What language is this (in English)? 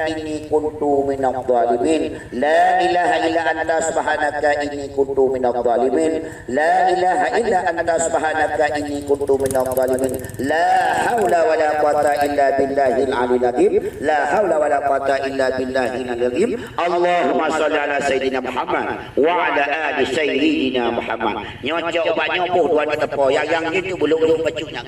Achinese